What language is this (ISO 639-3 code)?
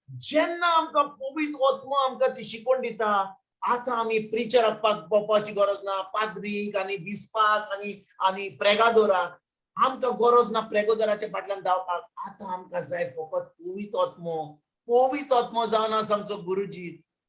kok